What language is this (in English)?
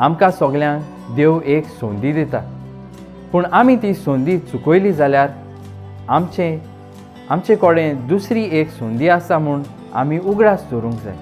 Konkani